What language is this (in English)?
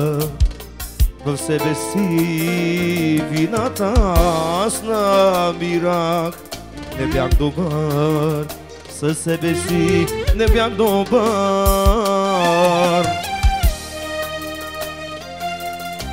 Bulgarian